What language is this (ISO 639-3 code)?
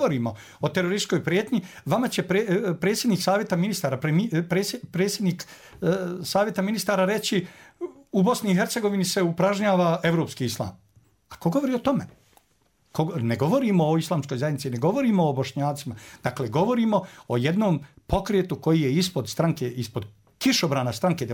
bos